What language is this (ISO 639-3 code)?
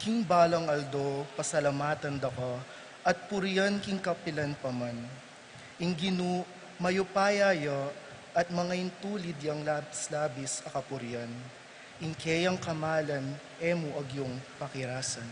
pam